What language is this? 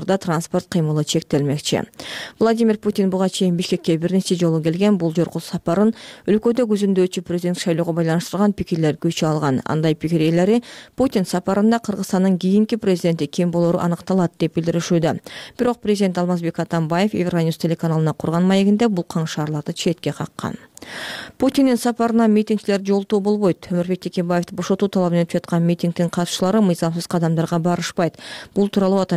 Kyrgyz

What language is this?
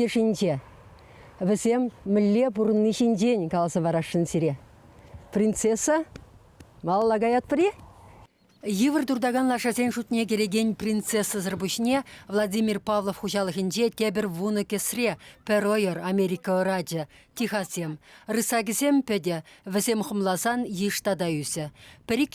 Chuvash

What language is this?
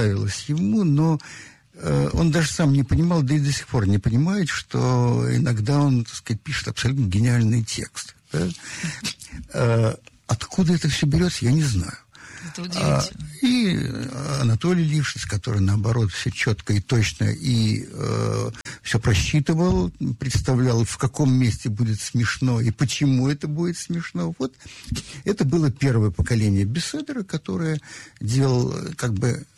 Russian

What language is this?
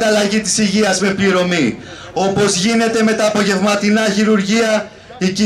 Greek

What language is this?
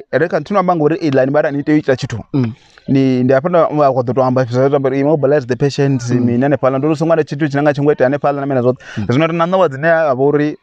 Venda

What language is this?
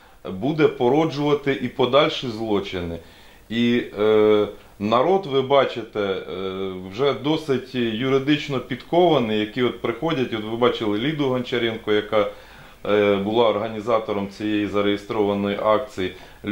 Ukrainian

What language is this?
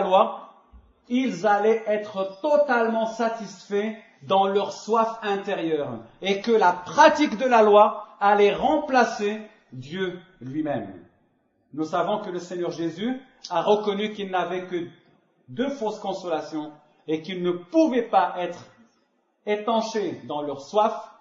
French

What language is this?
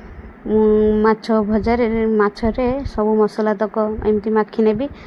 Odia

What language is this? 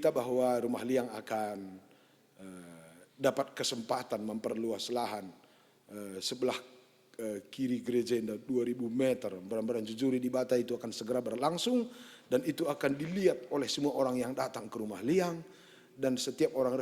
Batak Karo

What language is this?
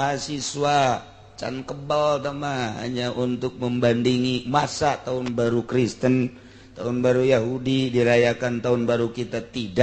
Sundanese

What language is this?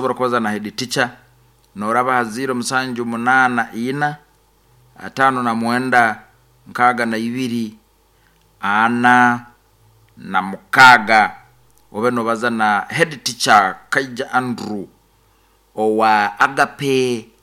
Nyankole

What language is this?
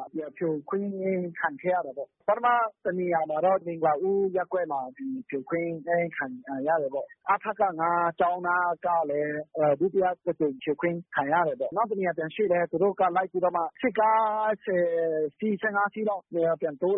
Burmese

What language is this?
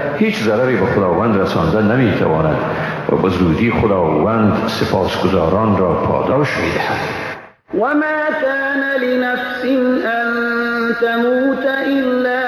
Persian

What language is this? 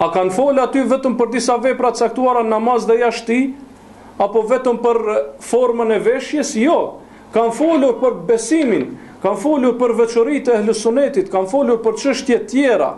Albanian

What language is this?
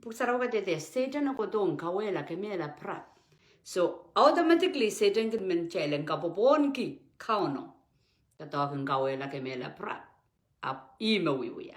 Pohnpeian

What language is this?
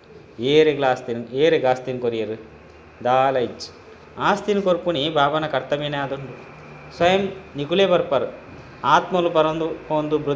Tulu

